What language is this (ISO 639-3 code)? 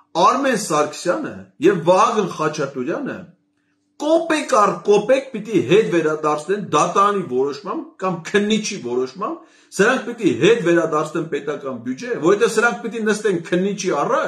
hye